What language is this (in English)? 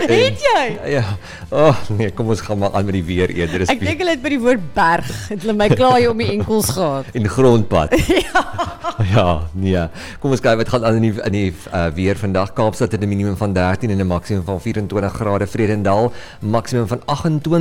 Afrikaans